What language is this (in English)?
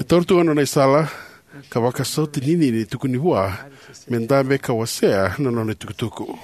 Fijian